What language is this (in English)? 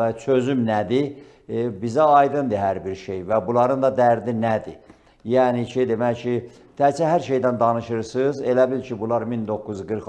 Azerbaijani